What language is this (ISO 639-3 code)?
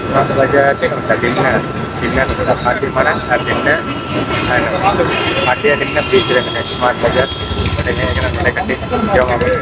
sat